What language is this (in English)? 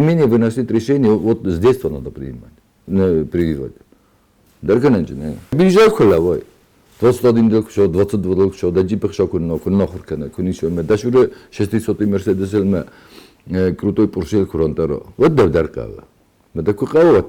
Ossetic